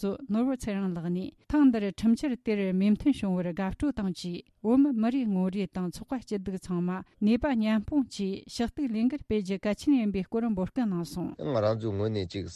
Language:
Tibetan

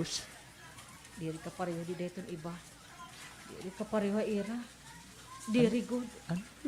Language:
Waray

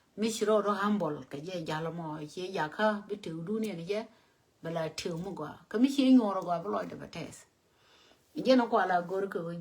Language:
Nuer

